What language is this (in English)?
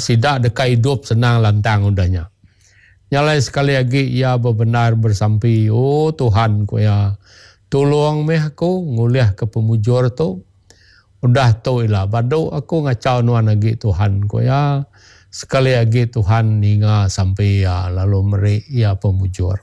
Iban